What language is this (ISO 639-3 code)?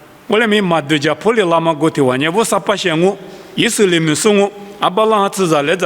lis